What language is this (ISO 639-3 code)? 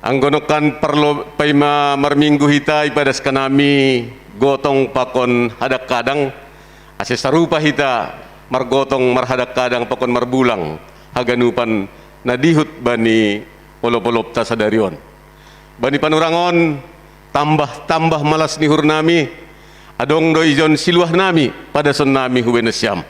bts